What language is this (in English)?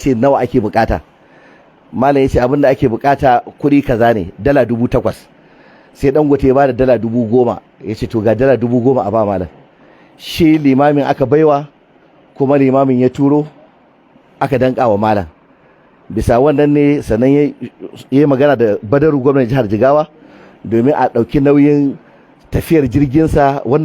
Hausa